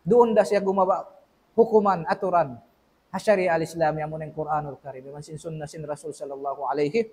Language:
Tausug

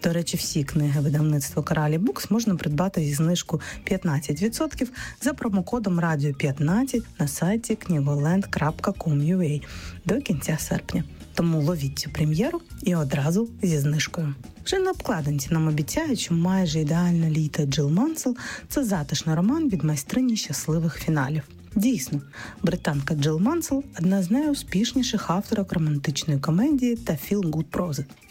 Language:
Ukrainian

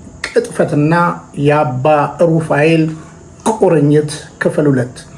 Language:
Amharic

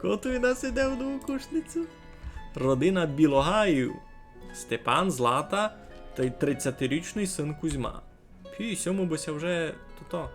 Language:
Rusyn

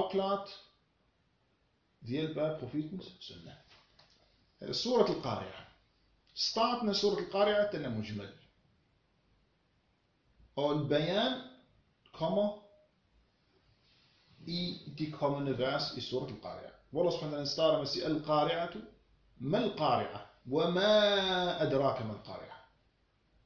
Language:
Danish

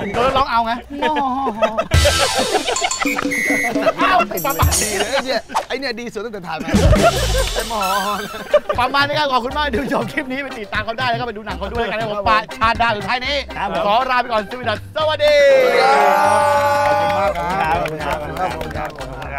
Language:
Thai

